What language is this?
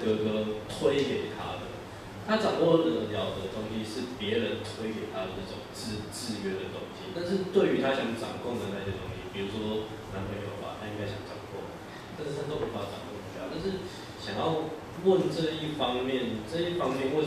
Chinese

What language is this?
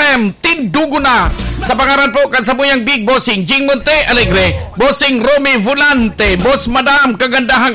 Bikol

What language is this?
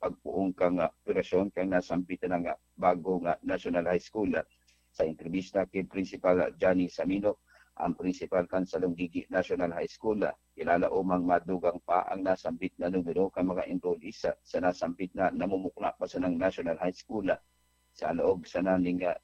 Bikol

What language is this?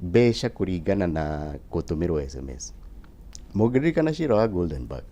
Kikuyu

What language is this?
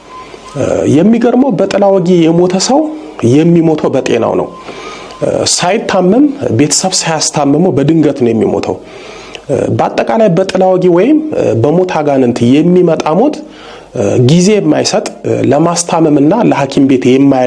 Amharic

